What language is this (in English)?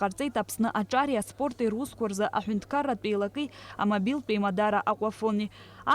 Abkhazian